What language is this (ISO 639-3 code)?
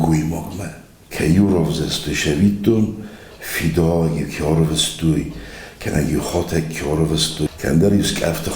oss